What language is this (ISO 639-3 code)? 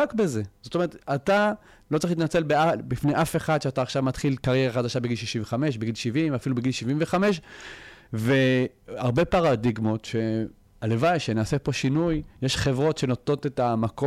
heb